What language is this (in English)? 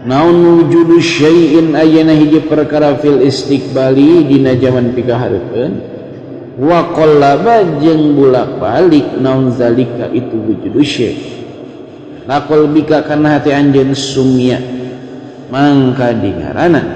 Sundanese